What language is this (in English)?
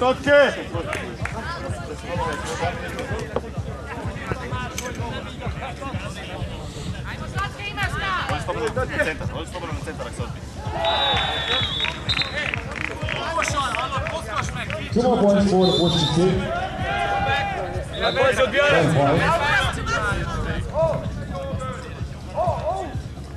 Croatian